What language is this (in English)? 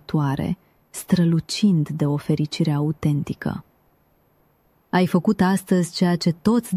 Romanian